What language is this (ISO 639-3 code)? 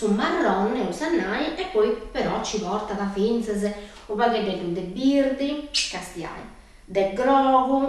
srd